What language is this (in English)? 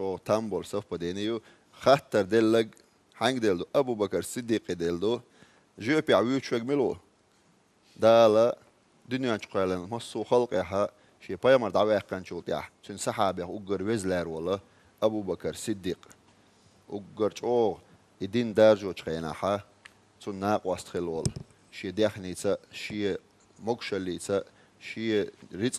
Chechen